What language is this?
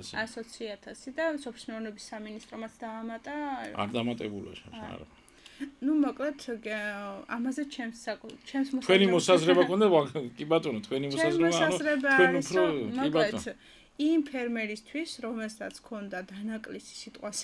Georgian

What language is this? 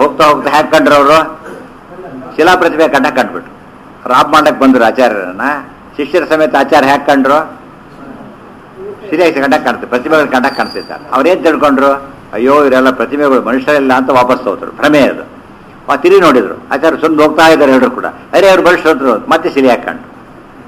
Kannada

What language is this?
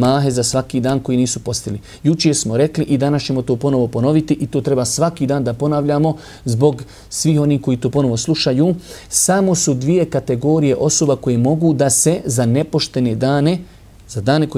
Bosnian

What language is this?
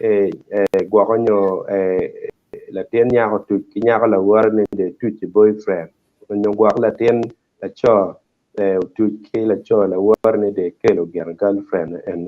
Acoli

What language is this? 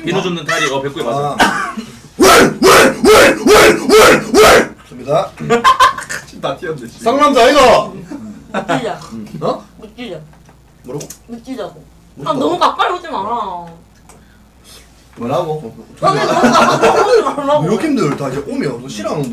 Korean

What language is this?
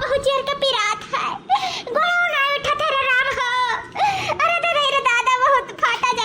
Awadhi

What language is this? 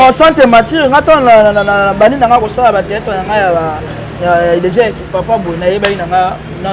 Lingala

